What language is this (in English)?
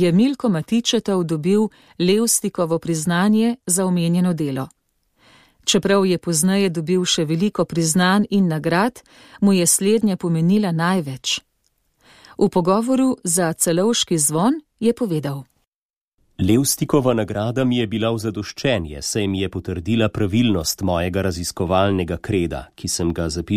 Slovenian